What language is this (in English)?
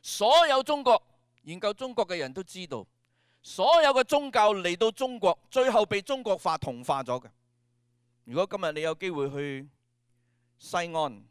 Cantonese